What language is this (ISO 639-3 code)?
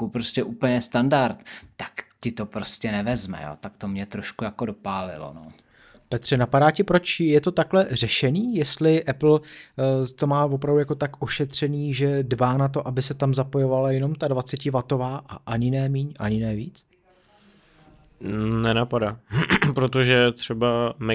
ces